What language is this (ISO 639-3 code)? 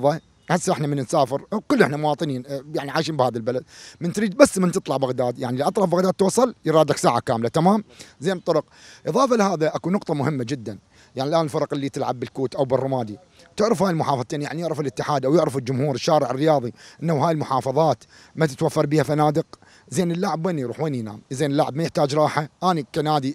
acm